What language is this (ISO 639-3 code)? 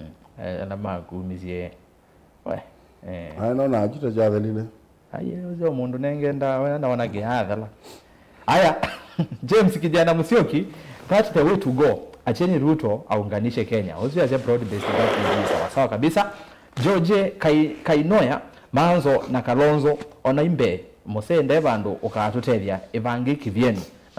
kam